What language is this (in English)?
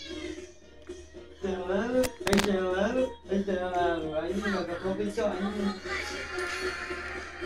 Indonesian